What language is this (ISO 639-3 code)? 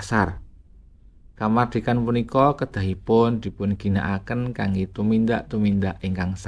jav